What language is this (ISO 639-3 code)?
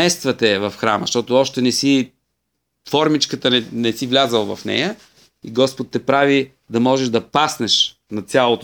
bul